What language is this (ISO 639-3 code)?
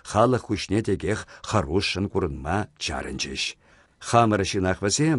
chv